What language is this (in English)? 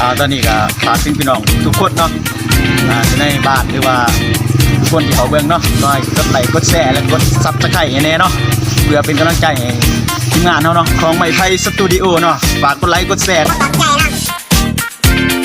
Lao